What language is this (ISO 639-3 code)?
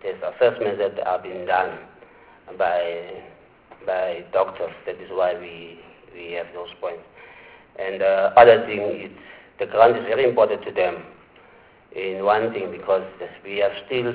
eng